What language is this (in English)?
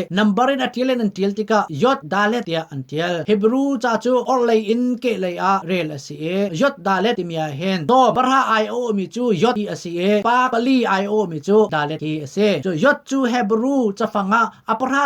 Hakha Chin